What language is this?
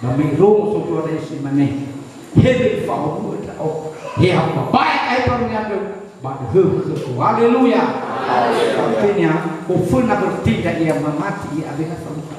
Nias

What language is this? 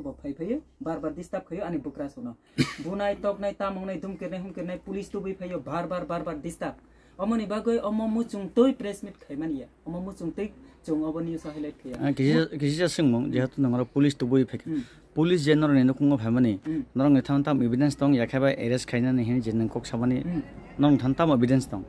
Kok Borok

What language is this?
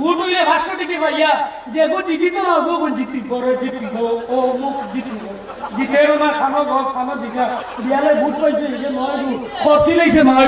Sylheti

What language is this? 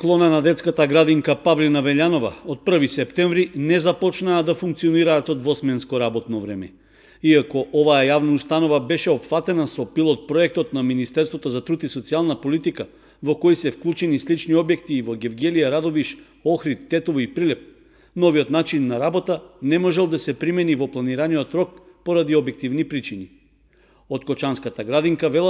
Macedonian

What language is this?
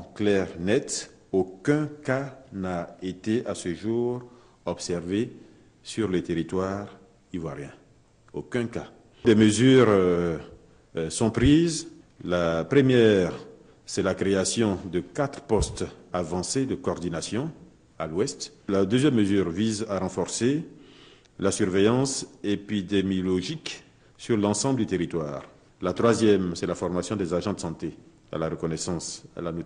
French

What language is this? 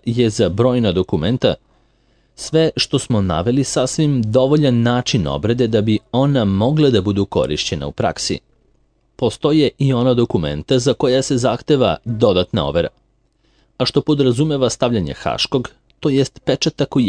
Serbian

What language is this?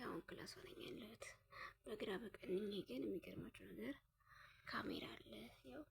Amharic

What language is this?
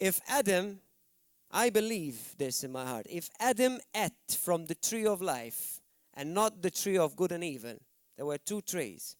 English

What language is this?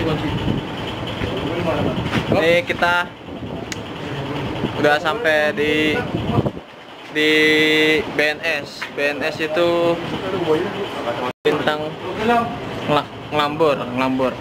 Indonesian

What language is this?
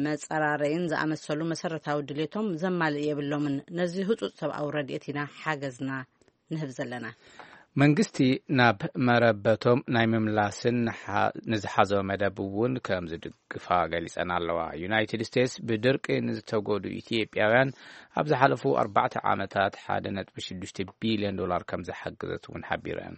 Tigrinya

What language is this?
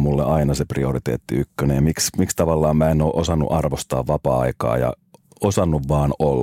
Finnish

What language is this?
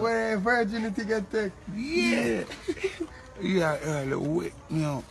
Jamaican Creole English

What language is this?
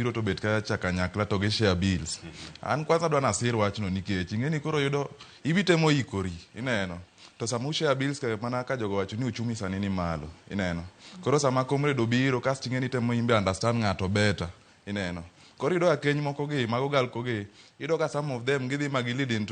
Luo (Kenya and Tanzania)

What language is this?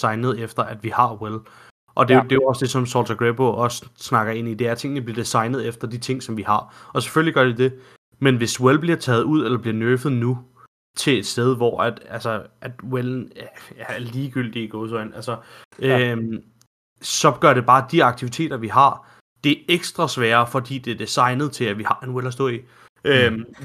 Danish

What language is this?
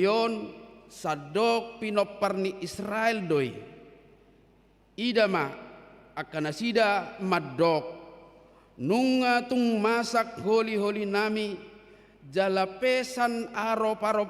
Batak Toba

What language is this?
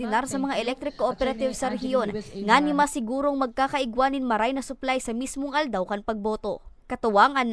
Bikol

